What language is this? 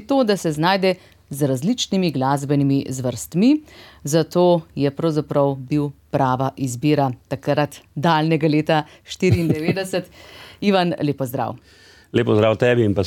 Slovenian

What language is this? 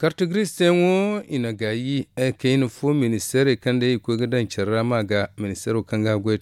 Zarma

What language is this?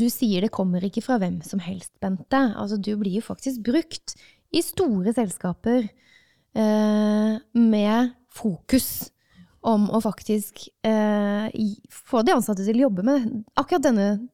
Norwegian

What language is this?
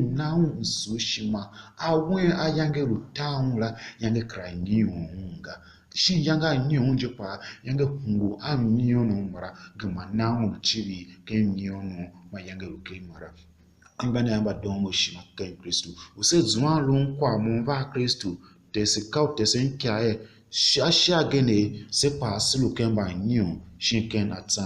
Tiv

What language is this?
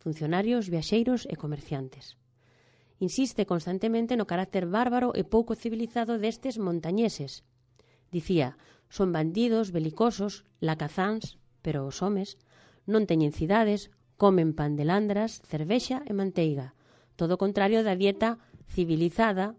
Galician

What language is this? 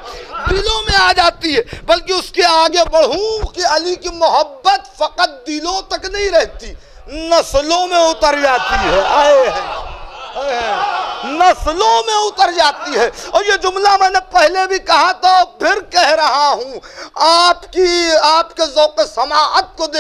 Urdu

